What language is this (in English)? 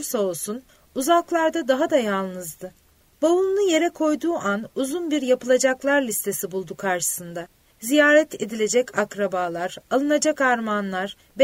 Turkish